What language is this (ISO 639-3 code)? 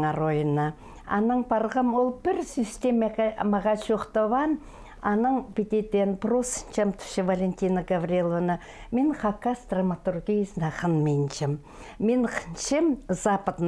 kjh